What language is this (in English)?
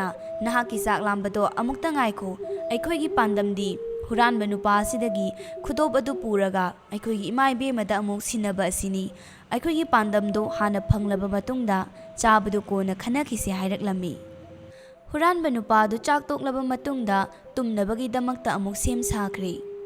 Manipuri